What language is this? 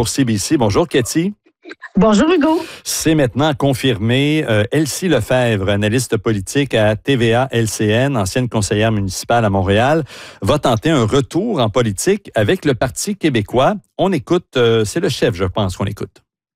French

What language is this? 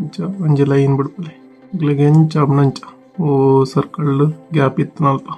Tulu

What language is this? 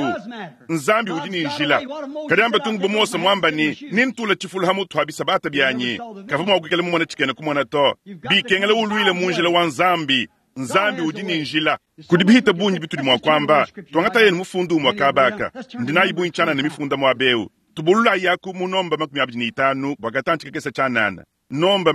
Luba-Lulua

